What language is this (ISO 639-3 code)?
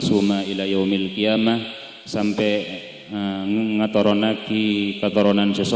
mad